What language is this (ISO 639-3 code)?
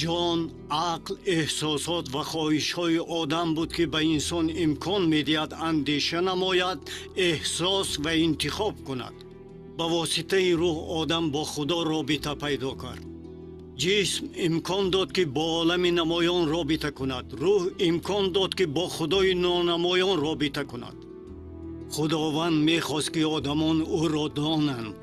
tgk